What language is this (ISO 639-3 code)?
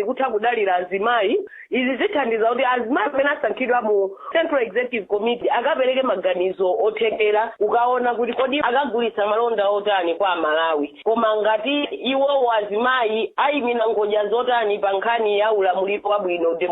nya